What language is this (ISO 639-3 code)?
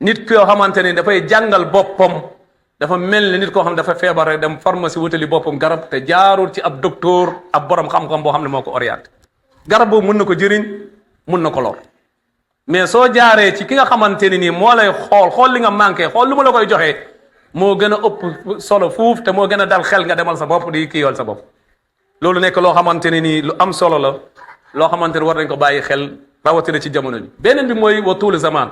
wol